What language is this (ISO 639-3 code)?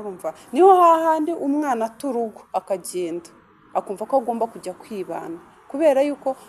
kin